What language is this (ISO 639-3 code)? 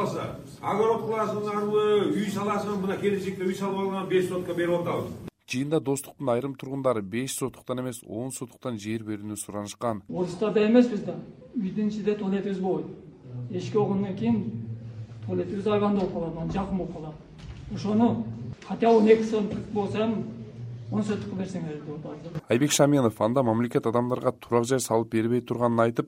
kir